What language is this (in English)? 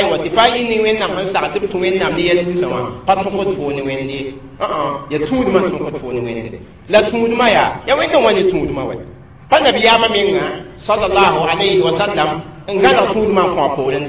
Mossi